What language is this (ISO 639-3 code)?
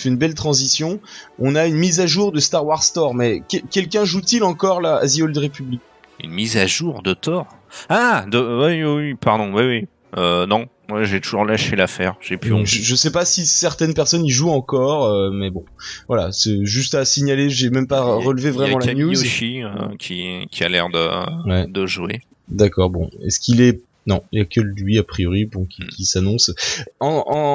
fra